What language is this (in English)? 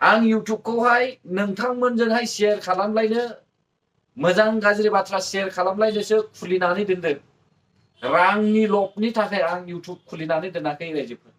Bodo